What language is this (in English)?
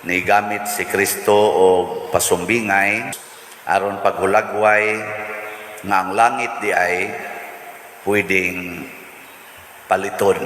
Cebuano